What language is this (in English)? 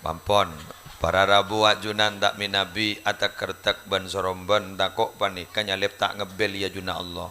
Madurese